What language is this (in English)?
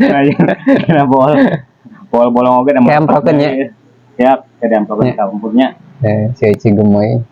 Sundanese